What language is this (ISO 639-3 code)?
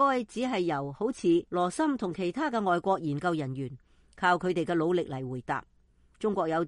yue